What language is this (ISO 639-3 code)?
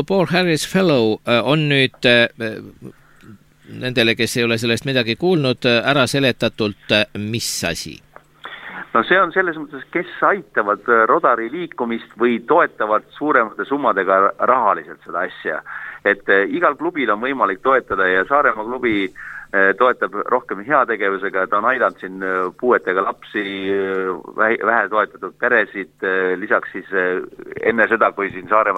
est